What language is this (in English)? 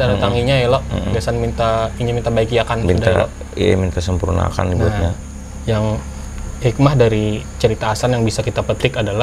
Banjar